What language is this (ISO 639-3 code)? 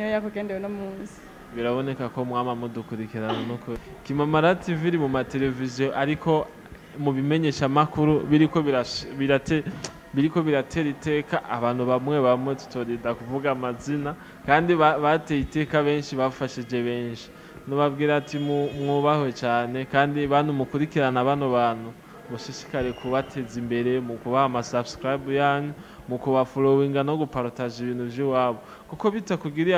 run